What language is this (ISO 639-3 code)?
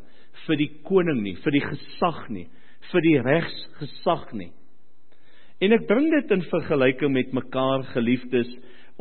afr